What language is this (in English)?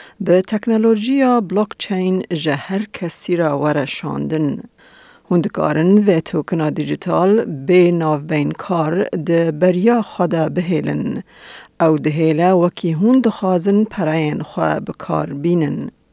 Kurdish